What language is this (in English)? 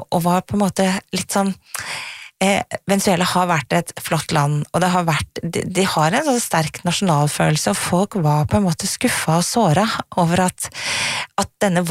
Norwegian